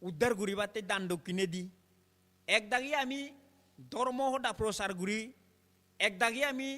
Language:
Chakma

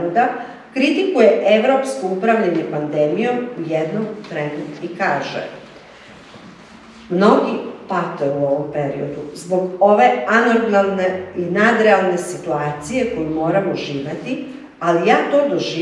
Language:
Serbian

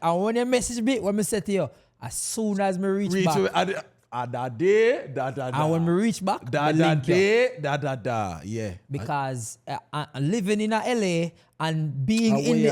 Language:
Jamaican Creole English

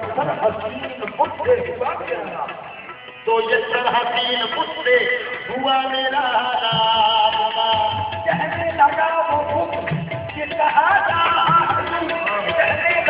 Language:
Urdu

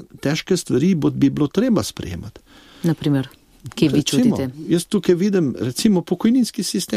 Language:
Slovenian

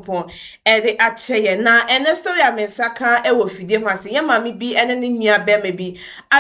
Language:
Akan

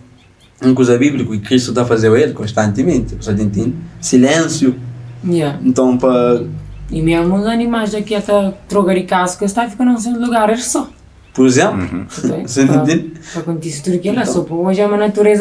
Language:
Kabuverdianu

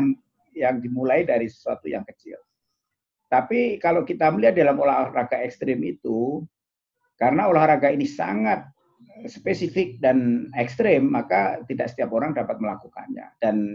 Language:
Indonesian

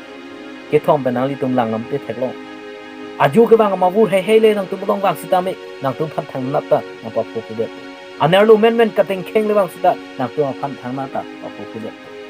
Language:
Karbi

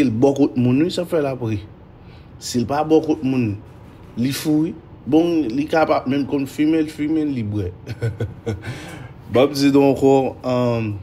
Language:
Haitian Creole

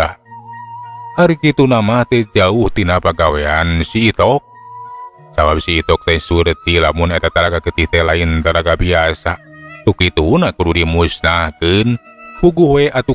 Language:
Sundanese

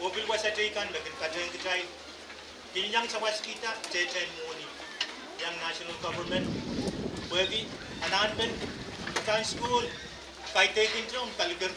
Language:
Pohnpeian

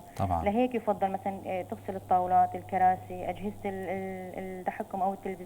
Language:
North Levantine Arabic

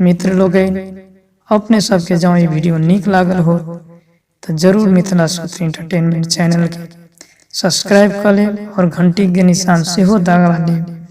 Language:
Maithili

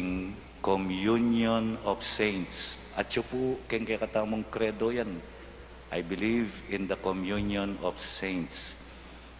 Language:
Pampanga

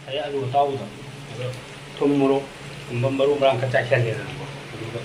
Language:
Manipuri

